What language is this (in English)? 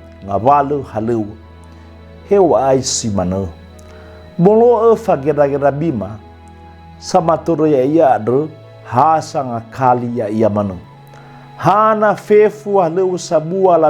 Nias